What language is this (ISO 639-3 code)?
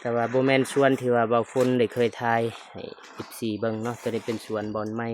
lao